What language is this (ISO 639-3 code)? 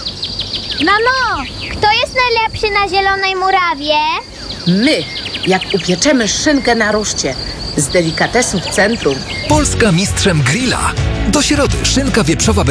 pol